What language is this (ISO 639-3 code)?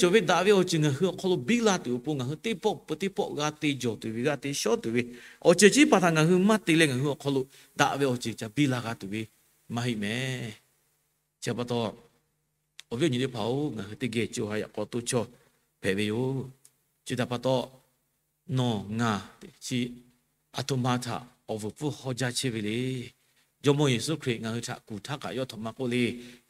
lhu